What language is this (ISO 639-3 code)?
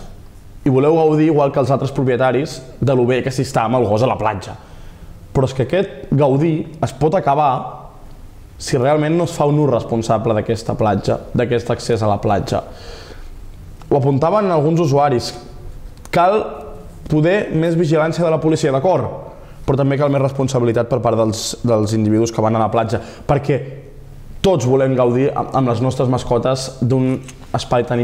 cat